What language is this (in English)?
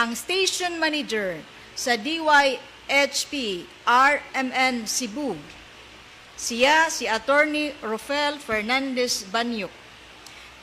Cebuano